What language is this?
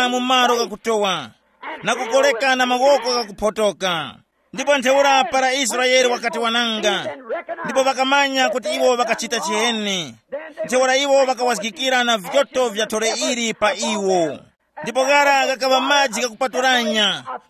Tumbuka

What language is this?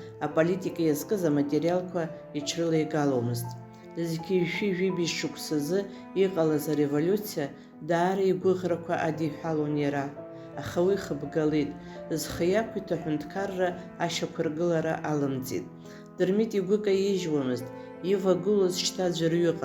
Abkhazian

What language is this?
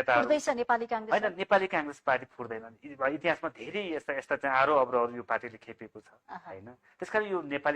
Nepali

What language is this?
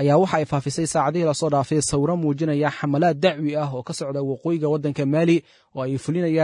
Somali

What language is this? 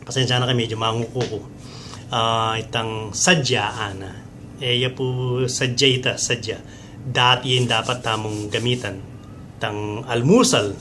Pampanga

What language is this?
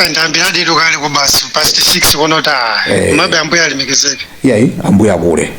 Nyanja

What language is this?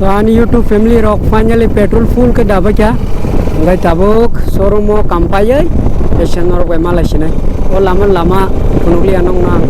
Kok Borok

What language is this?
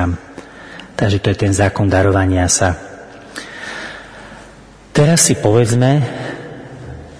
Slovak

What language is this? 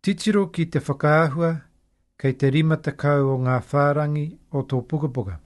Māori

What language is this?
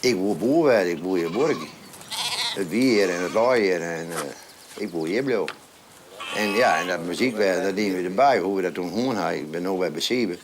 Western Frisian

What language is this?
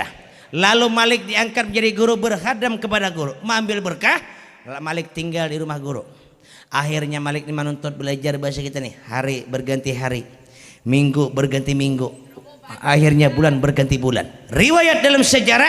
Banjar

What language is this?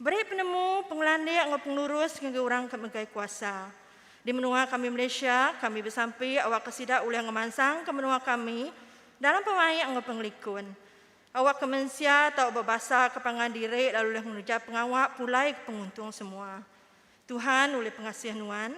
Iban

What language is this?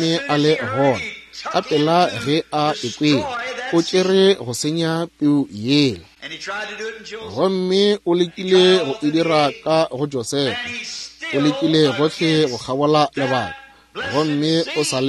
Northern Sotho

